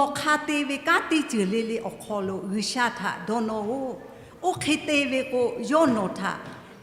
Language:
Lahu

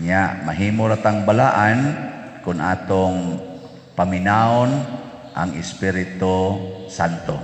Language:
Cebuano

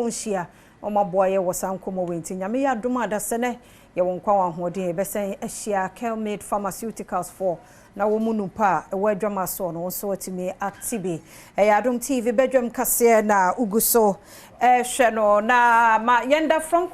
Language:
Akan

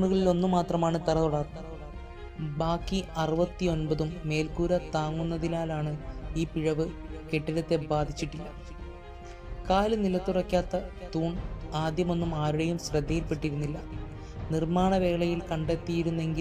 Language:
Malayalam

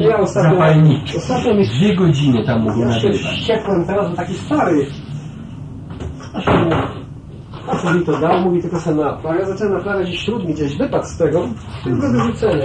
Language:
Polish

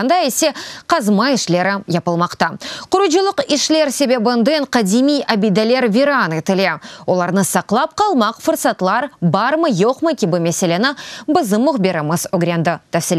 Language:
Crimean Tatar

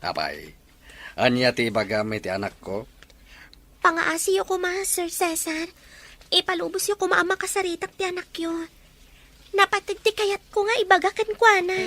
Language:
Iloko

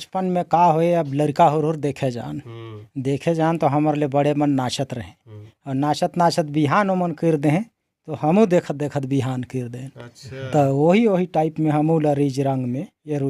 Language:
Chhattisgarhi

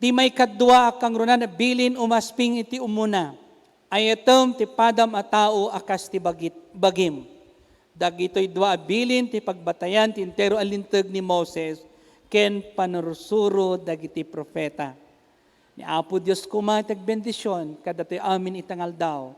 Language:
Iloko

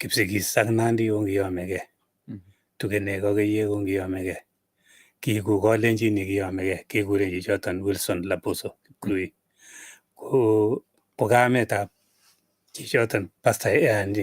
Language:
Kalenjin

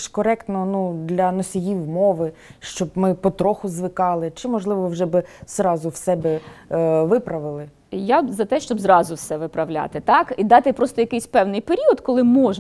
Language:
Ukrainian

